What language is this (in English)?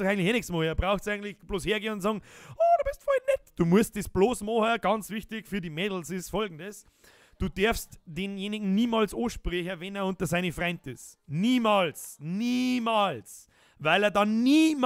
Bavarian